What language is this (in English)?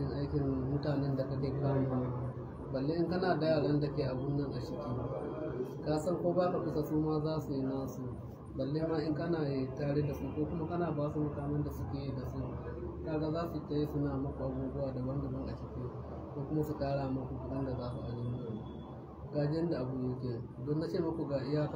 Hausa